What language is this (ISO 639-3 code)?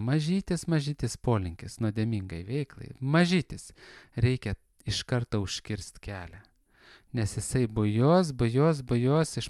lit